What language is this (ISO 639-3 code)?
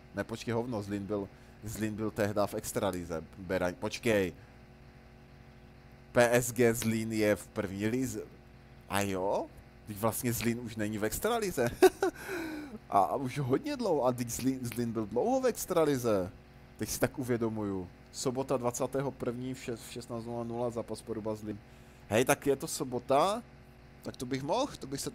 ces